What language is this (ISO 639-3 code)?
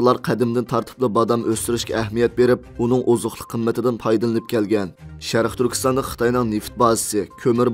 uig